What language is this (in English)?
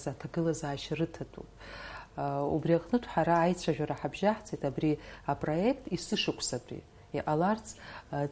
Abkhazian